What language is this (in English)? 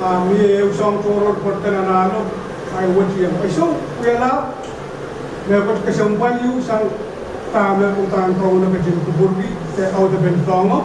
Pohnpeian